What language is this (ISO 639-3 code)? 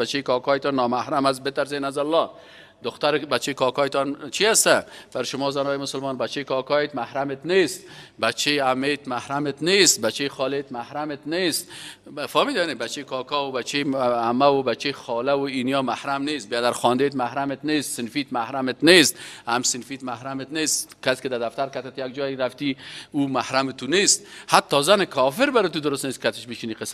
fas